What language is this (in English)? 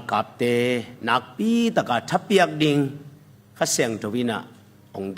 Tedim Chin